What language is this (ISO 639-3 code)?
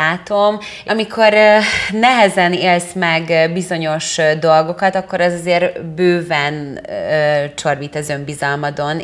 hun